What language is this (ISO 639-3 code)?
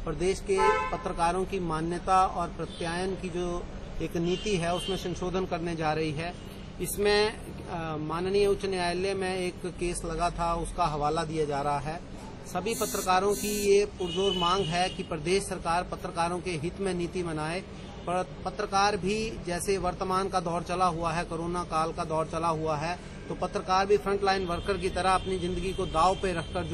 hin